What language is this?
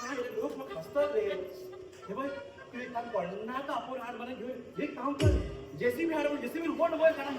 Konkani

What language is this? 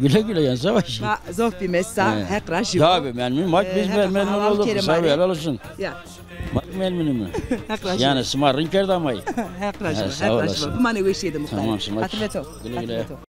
Zaza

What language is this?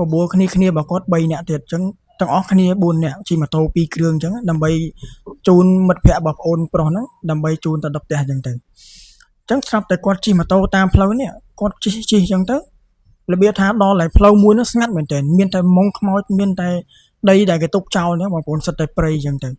Khmer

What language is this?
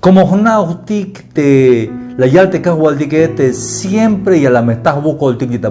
Tzeltal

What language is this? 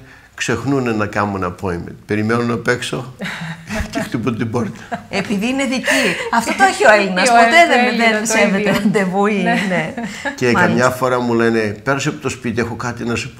Greek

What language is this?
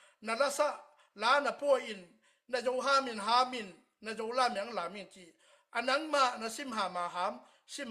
Tedim Chin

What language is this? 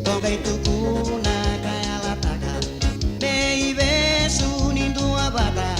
Fijian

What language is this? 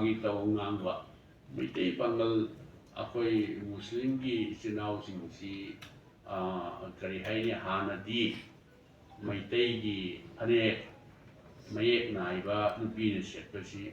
Manipuri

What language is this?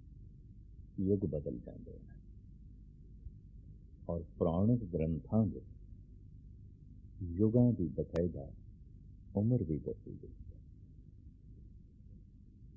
Punjabi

